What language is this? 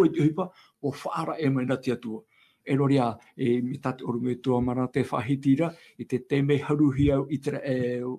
Tahitian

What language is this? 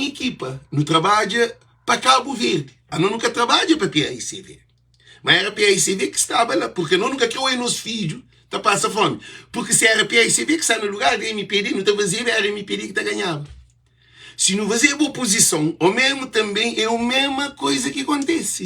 Kabuverdianu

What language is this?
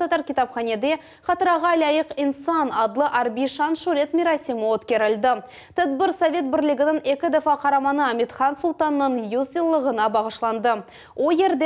Crimean Tatar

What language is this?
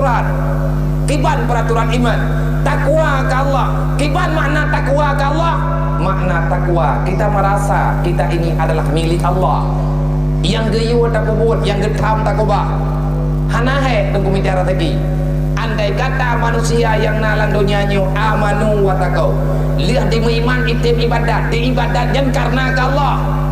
Achinese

